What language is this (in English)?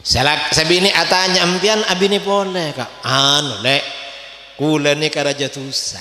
Madurese